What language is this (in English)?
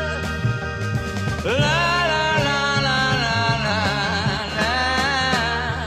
Czech